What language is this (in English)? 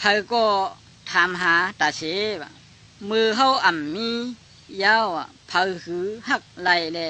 Shan